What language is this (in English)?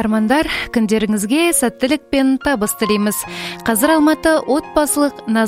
Kazakh